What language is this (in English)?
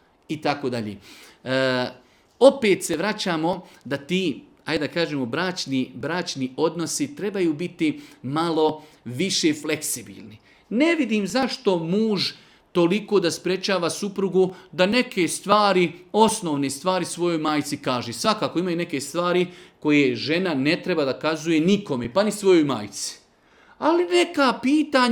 Bosnian